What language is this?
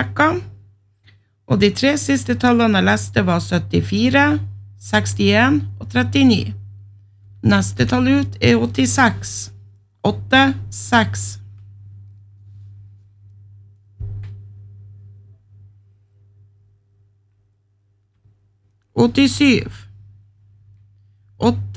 Norwegian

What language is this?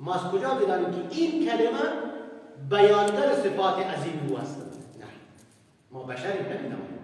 Persian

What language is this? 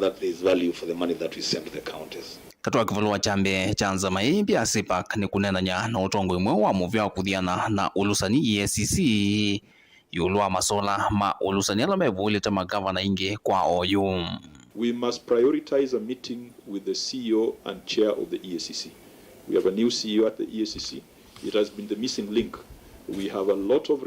Kamba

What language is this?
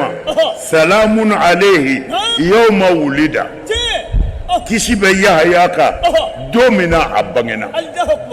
Bambara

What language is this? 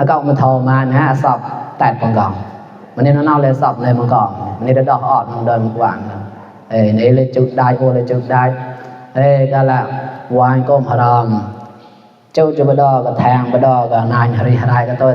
Mon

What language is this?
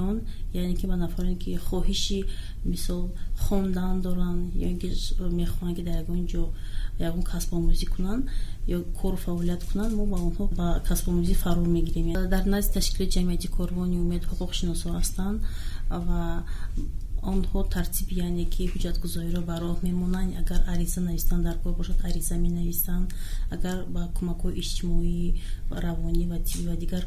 Tajik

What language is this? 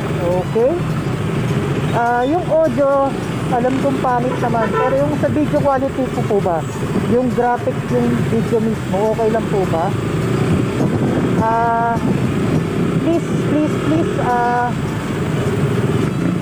Filipino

